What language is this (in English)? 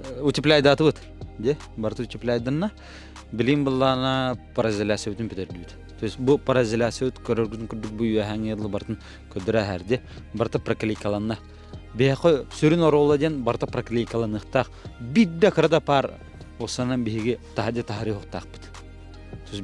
Yakut